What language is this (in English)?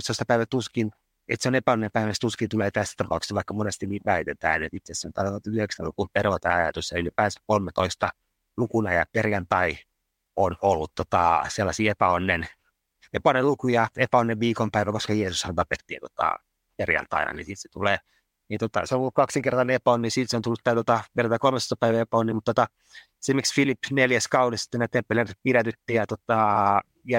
Finnish